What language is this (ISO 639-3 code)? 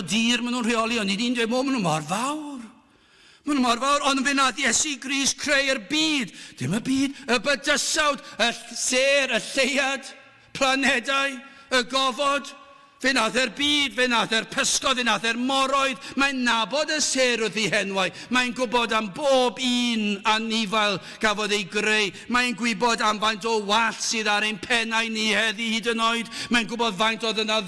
cym